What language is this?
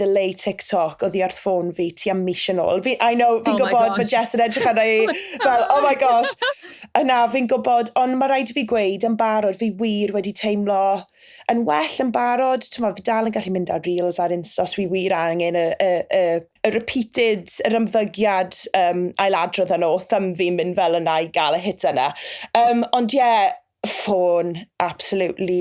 Welsh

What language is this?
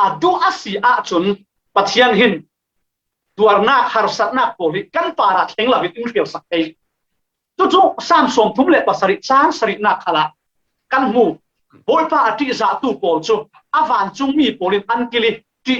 Falam Chin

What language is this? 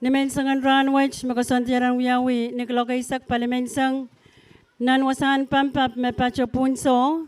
Pohnpeian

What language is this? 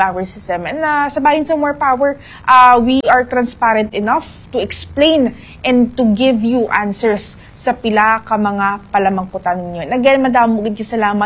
Hiligaynon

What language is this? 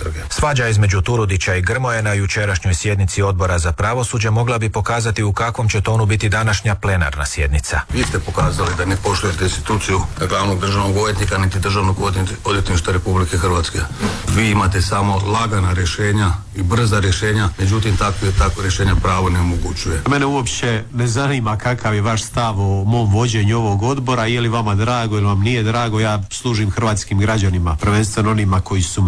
Croatian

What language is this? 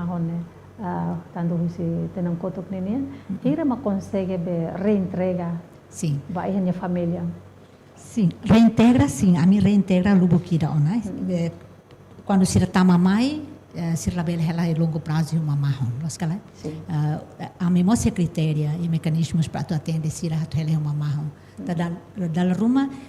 Tetum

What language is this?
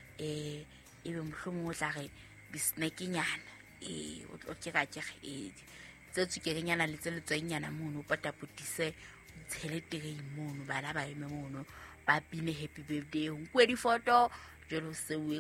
Southern Sotho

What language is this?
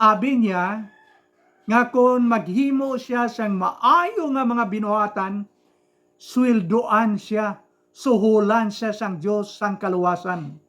Hiligaynon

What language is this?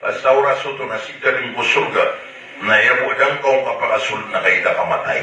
Maranao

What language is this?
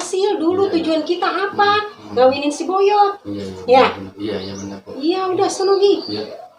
Betawi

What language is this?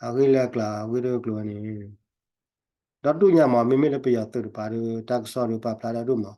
S'gaw Karen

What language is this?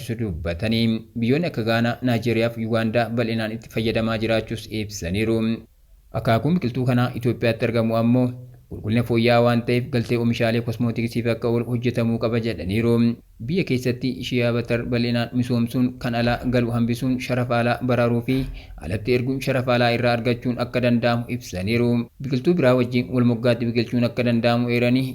Oromo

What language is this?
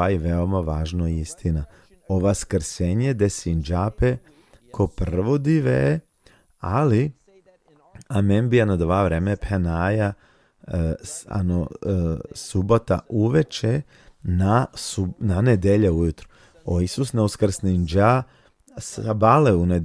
Balkan Romani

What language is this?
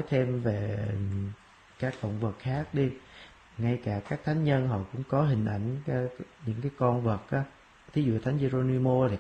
Vietnamese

